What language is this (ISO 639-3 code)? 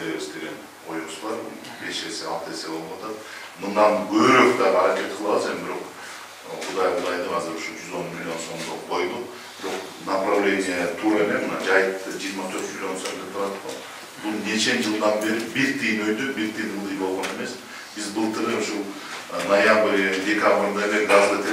kir